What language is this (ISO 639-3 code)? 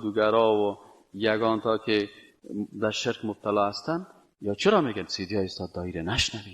fas